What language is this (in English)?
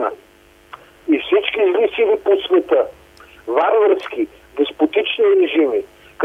Bulgarian